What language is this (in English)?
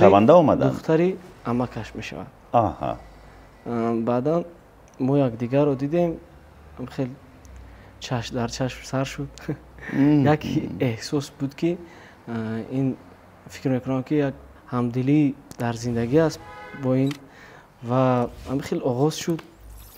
Tajik